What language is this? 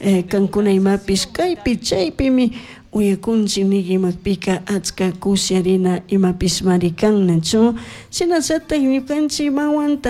Chimborazo Highland Quichua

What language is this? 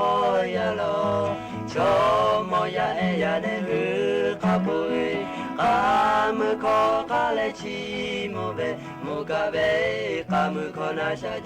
Lahu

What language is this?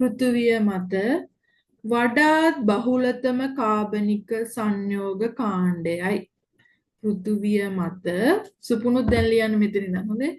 Sinhala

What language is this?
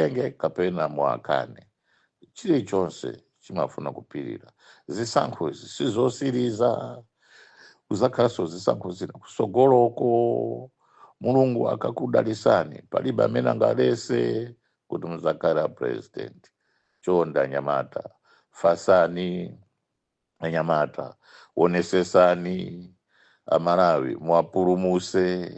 Nyanja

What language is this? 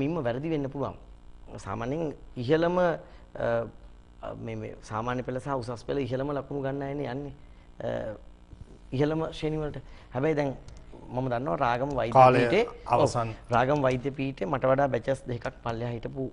Sinhala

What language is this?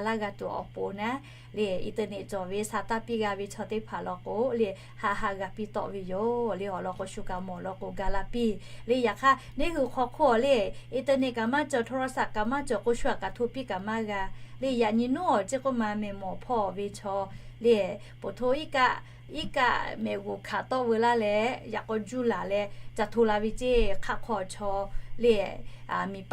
Lahu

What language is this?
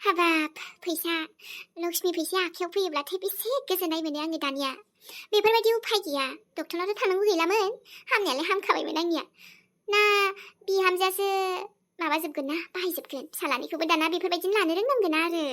Bodo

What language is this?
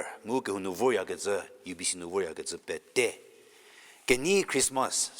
Angami Naga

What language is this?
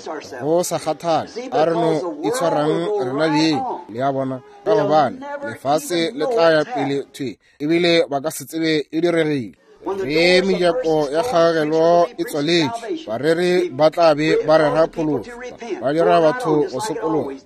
Northern Sotho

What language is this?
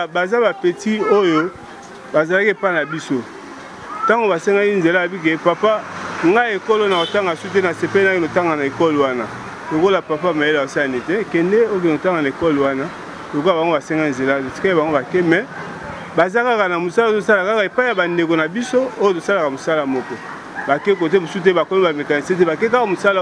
Lingala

